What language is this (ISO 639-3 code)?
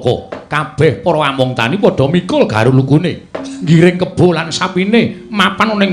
jav